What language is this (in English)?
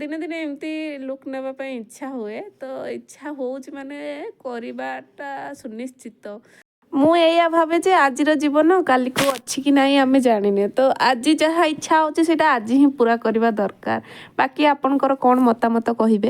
Odia